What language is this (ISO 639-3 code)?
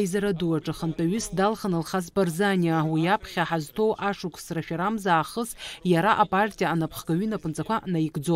abk